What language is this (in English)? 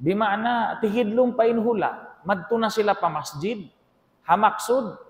Tausug